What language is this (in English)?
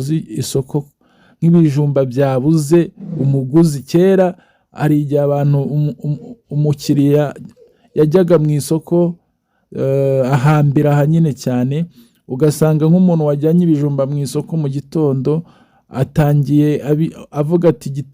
Kinyarwanda